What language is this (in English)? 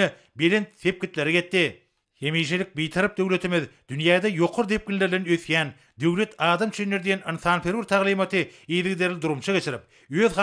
Turkmen